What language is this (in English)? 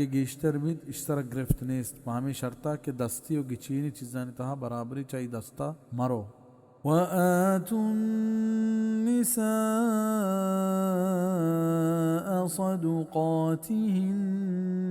Baluchi